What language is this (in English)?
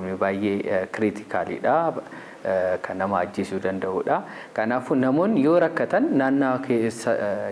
Oromo